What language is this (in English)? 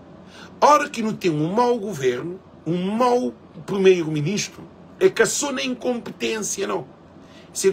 Kabuverdianu